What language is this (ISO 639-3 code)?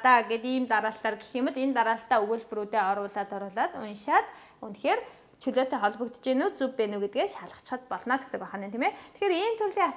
mon